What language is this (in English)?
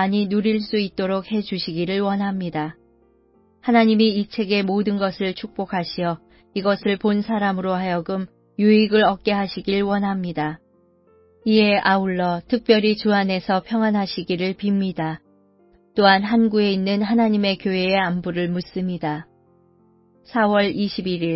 Korean